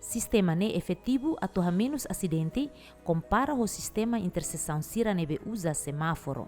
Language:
Tetum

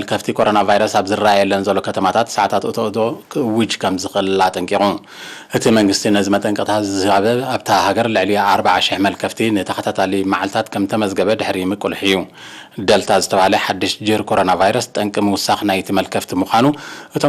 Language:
Tigrinya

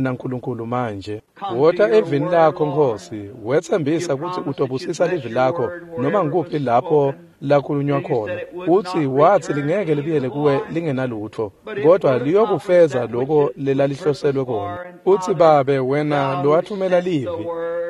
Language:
Swati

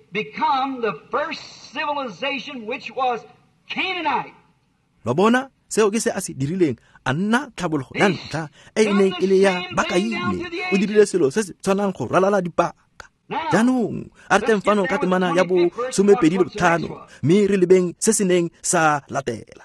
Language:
Tswana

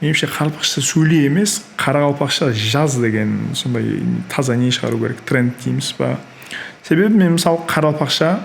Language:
Kara-Kalpak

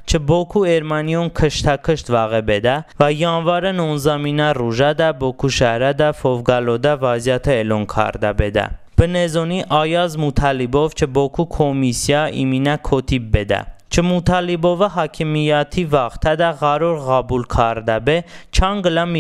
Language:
Talysh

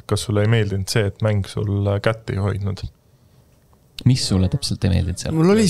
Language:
Estonian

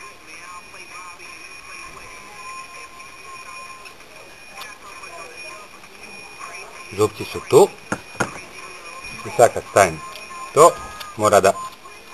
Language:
Croatian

